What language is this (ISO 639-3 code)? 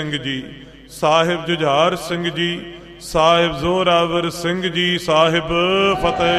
pan